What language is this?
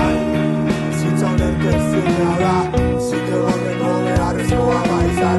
Basque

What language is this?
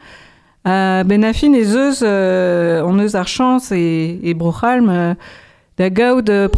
Breton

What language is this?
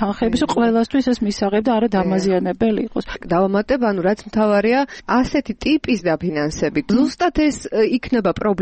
Georgian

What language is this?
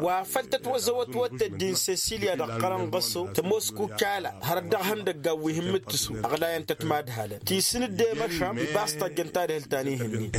Tamasheq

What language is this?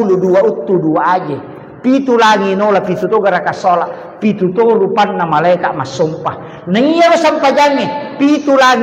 Buginese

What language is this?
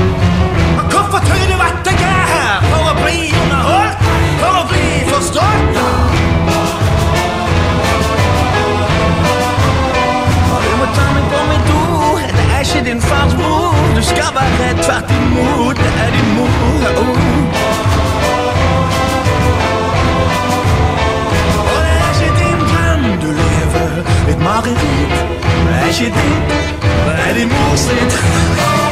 Norwegian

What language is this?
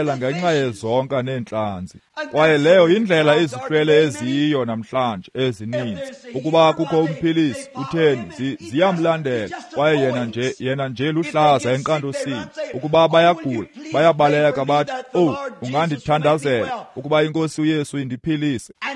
Xhosa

